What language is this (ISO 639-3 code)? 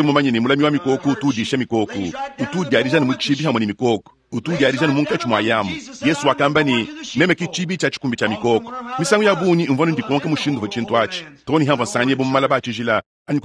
lua